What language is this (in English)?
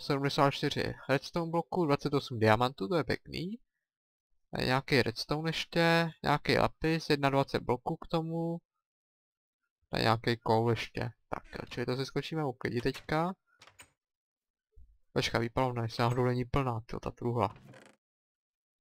Czech